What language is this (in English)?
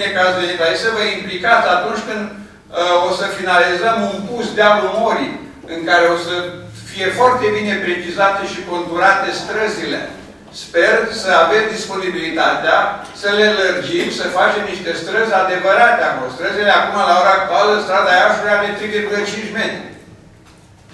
Romanian